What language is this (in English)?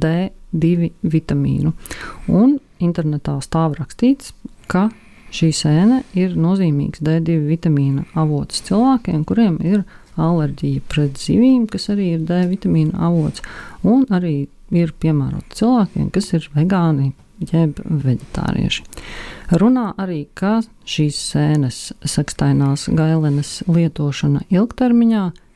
Latvian